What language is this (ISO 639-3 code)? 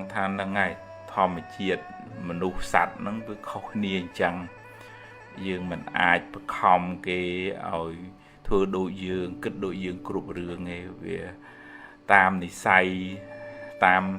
khm